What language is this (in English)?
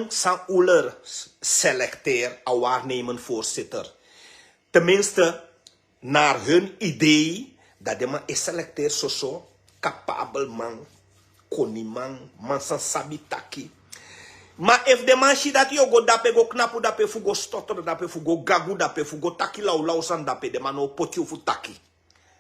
Sranan Tongo